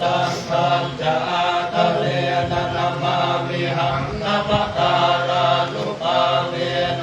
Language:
Pali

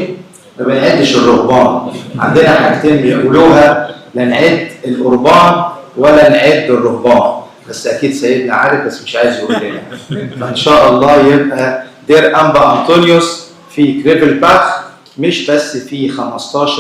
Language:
Egyptian Arabic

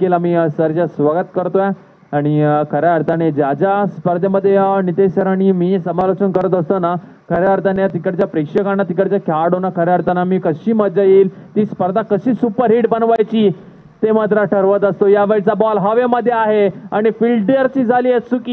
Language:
Marathi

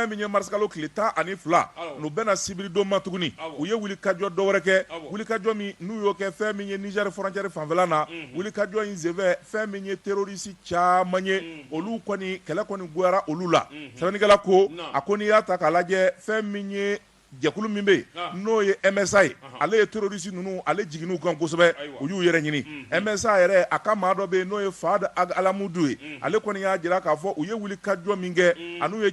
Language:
Bambara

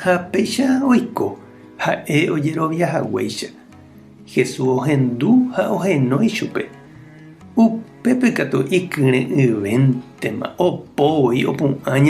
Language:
Guarani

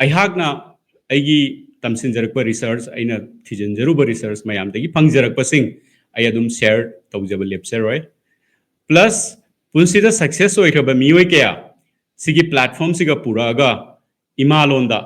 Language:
Manipuri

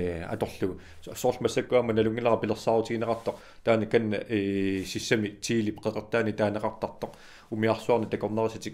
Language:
Kalaallisut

